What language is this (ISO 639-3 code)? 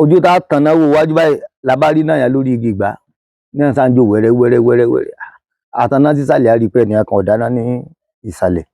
yor